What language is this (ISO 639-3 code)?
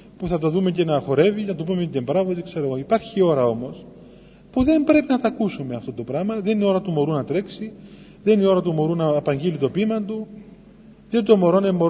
ell